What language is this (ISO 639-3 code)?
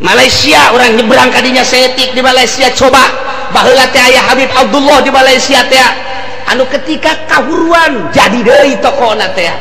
sun